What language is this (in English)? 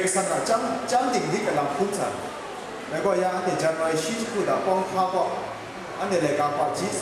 Kachin